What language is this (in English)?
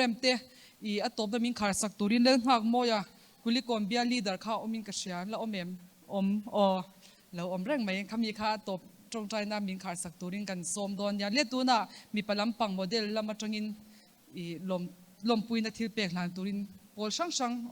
Mizo